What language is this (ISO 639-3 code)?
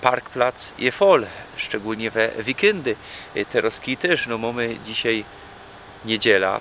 szl